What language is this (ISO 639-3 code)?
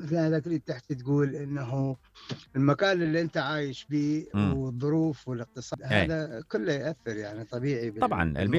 acm